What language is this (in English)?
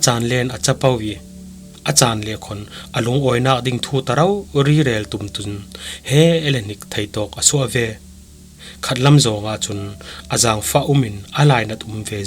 Falam Chin